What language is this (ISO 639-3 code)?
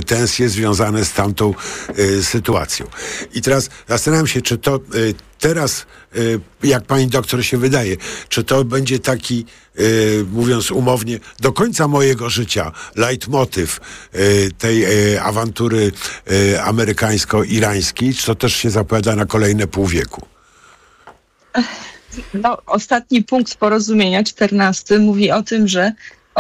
pol